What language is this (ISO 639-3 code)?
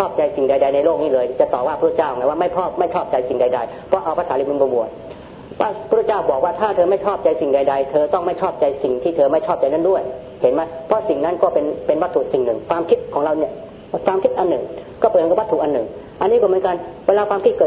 tha